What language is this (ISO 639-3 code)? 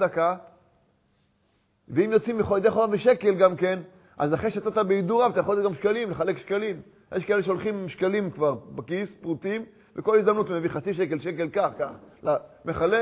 heb